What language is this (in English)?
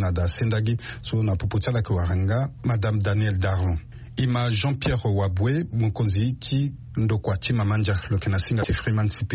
Sango